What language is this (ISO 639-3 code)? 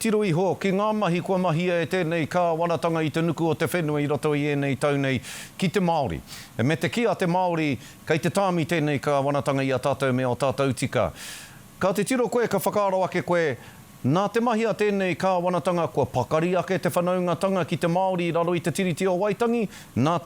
mri